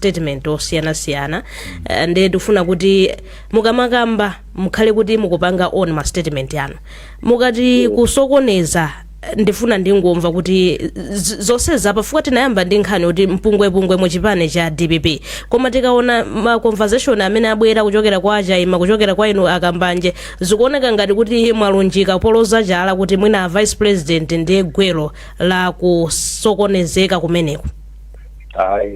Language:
Nyanja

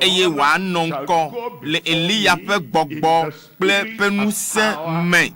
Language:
Ewe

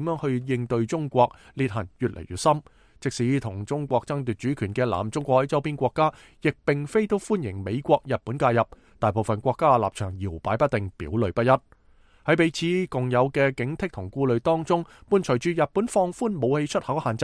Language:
Cantonese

